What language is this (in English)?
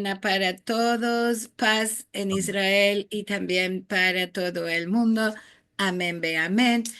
Ladino